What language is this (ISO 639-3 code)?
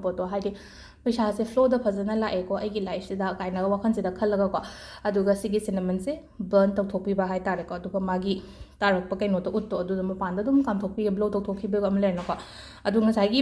mni